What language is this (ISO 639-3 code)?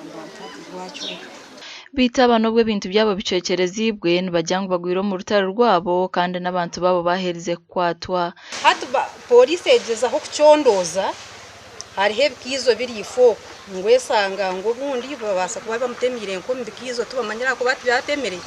nyn